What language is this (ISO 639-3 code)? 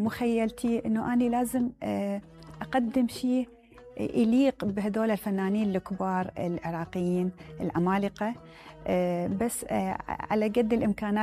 acm